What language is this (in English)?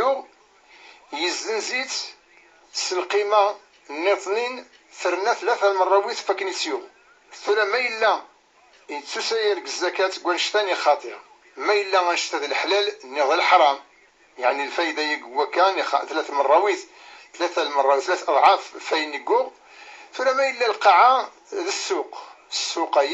Kabyle